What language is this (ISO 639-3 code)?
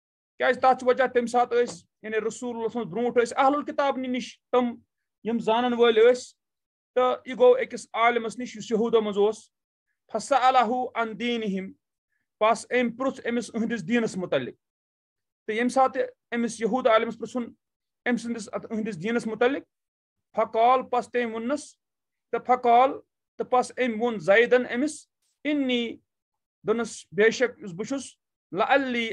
kas